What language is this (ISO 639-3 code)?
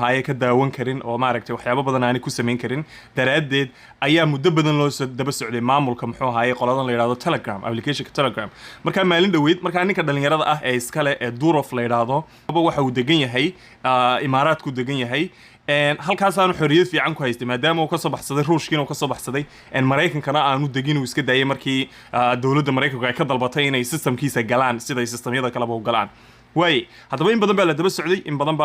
som